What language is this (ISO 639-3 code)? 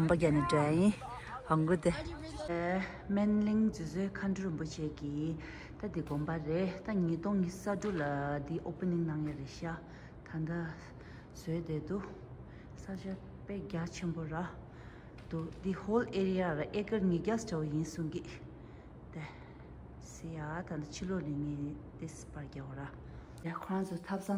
bod